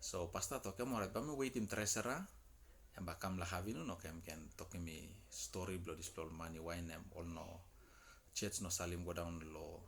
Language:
Tok Pisin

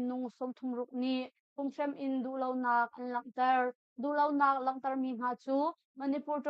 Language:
Hakha Chin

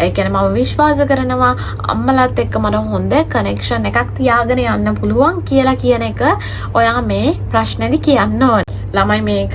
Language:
Sinhala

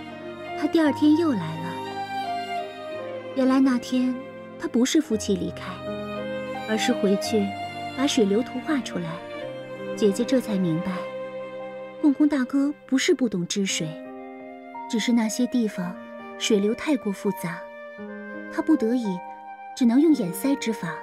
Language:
Chinese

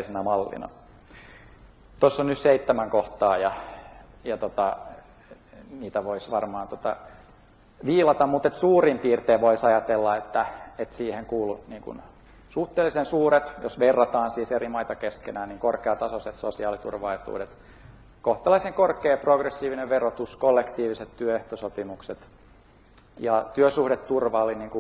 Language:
Finnish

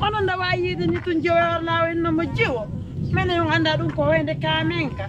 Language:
Pular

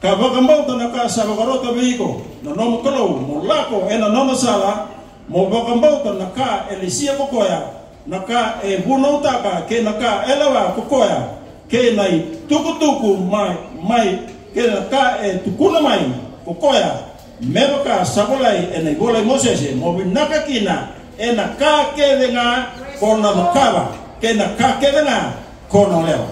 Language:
Fijian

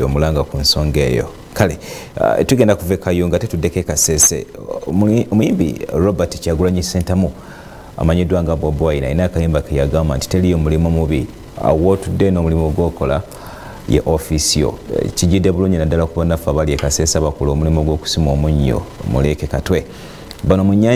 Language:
Ganda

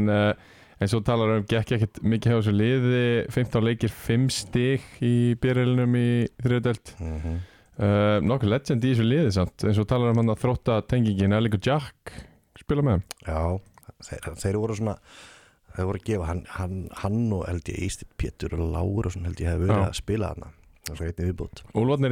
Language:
Icelandic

